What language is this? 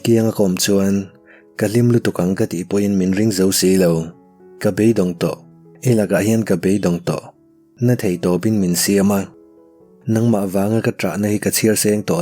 Mizo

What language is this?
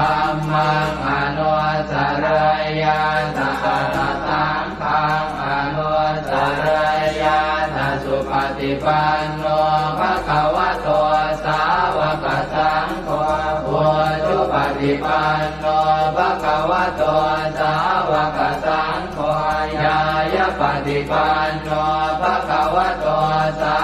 Pali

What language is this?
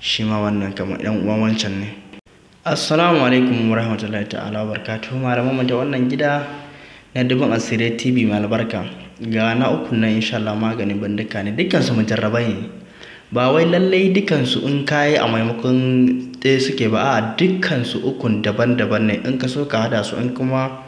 Hausa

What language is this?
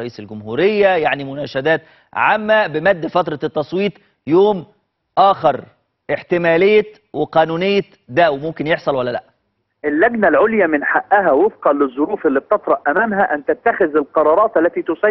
Egyptian Arabic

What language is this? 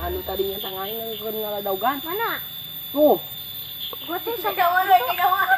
Sundanese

